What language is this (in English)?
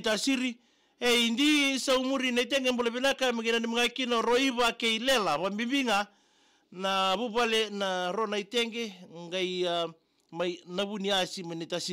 Fijian